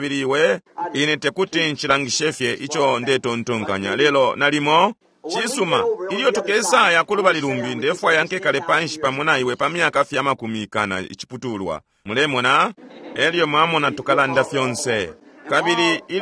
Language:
Bemba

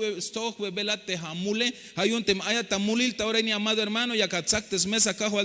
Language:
Tzeltal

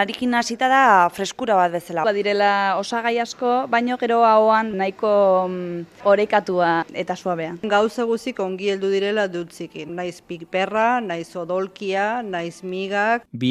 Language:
Basque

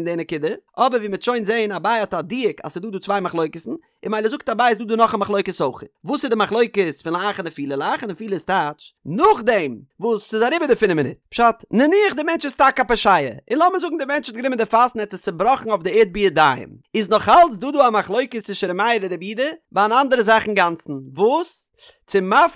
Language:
Yiddish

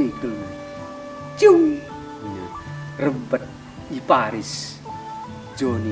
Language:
Batak Karo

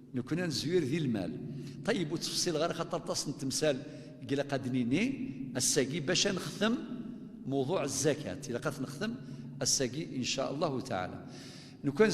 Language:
Kabyle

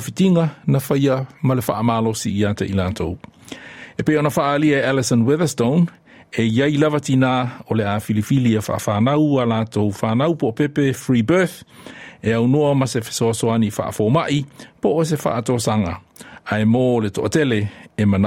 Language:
Samoan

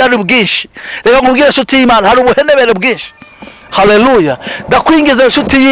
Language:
Kinyarwanda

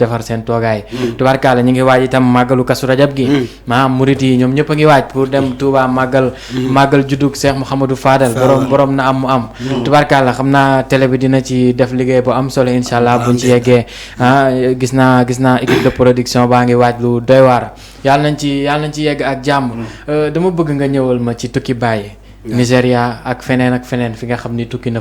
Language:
Wolof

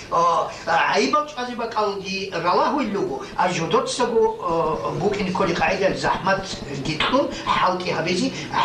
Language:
Avaric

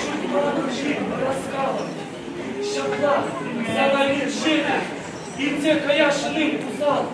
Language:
Chuvash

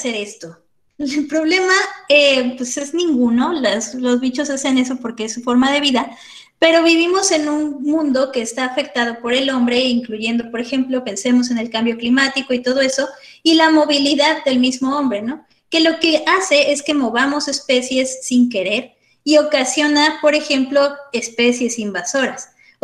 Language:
Spanish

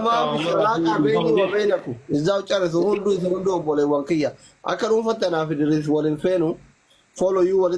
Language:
Oromo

